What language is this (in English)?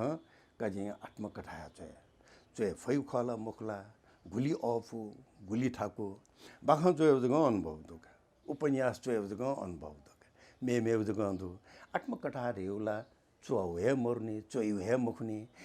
Newari